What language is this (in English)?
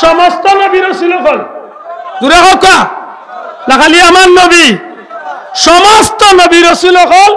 Sylheti